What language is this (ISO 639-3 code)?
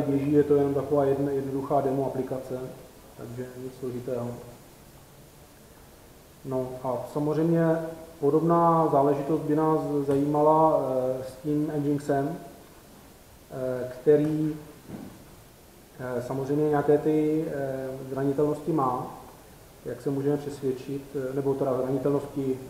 ces